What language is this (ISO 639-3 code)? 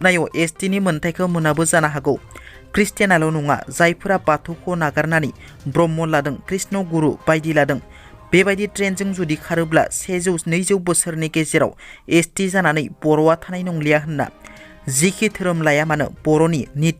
brx